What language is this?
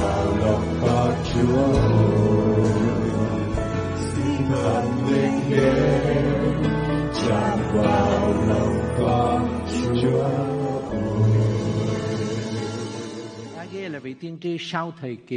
Vietnamese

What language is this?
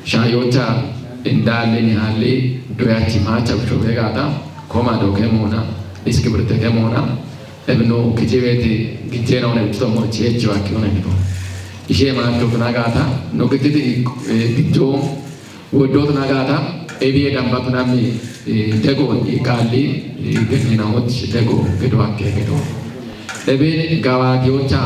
Kafa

